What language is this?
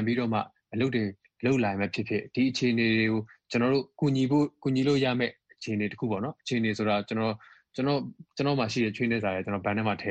Burmese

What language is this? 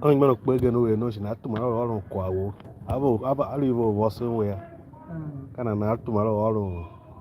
Tiv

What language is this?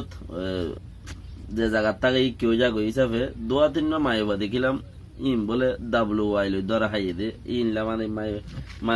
Rohingya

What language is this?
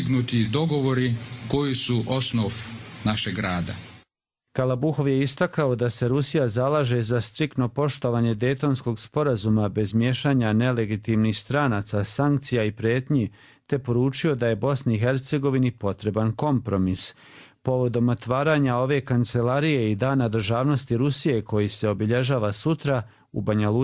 Croatian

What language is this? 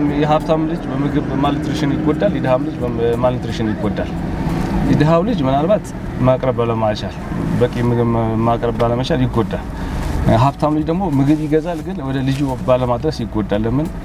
Amharic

